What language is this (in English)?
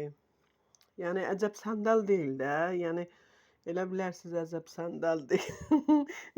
Azerbaijani